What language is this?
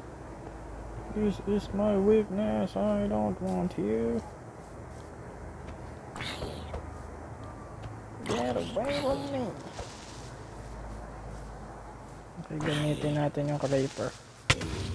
Filipino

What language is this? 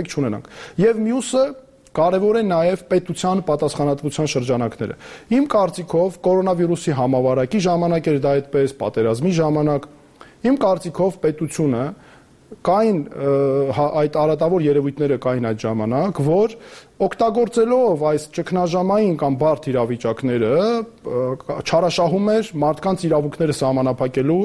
Armenian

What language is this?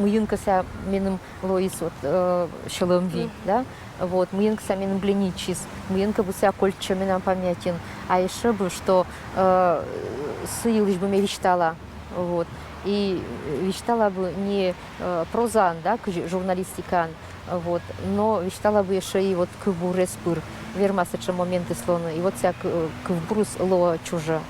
Komi-Permyak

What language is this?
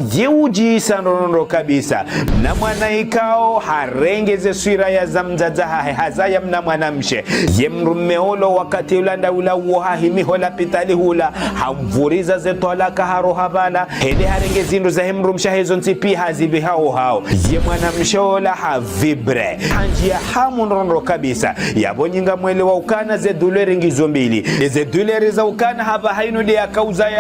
Ngazidja Comorian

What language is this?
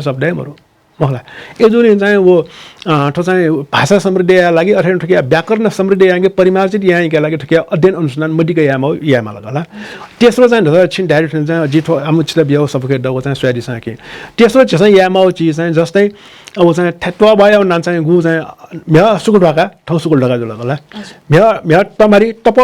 Newari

